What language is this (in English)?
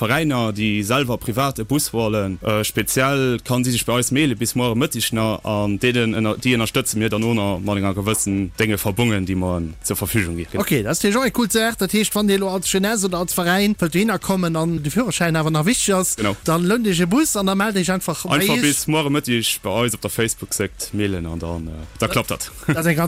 Luxembourgish